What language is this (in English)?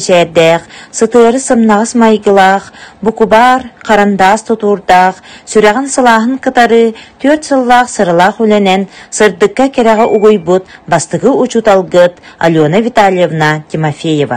Yakut